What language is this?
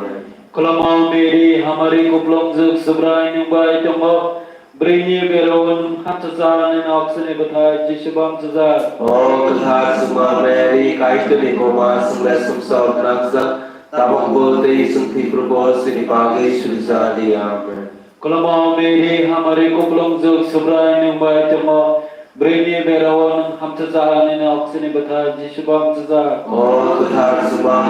Kok Borok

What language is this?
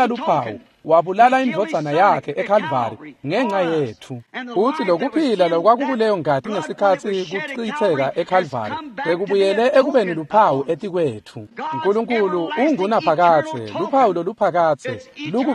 Swati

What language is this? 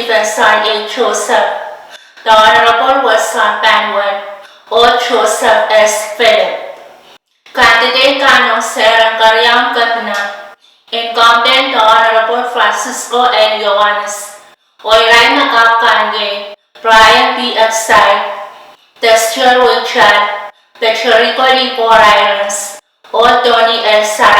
Pohnpeian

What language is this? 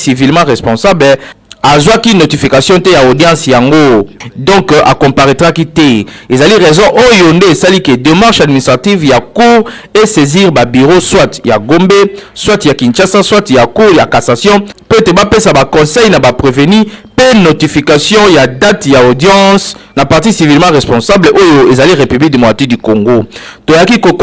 Lingala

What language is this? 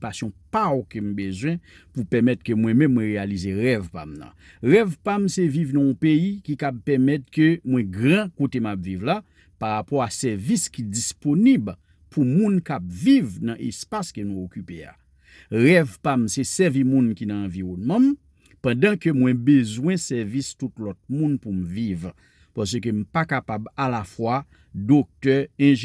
Haitian Creole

